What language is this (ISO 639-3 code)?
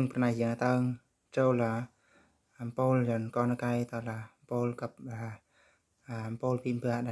bru